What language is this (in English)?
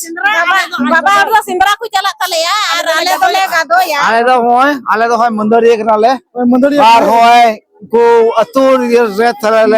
Santali